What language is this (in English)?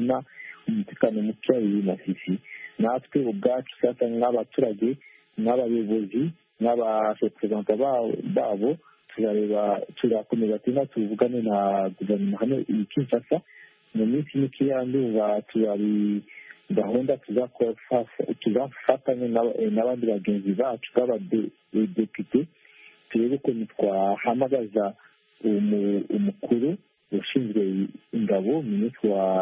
Kinyarwanda